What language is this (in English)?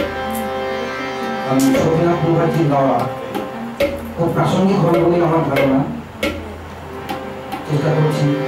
Bangla